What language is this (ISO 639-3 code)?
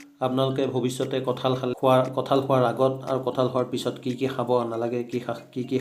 asm